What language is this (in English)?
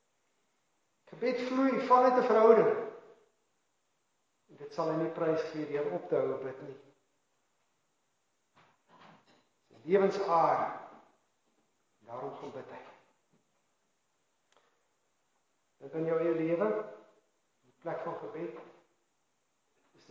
Afrikaans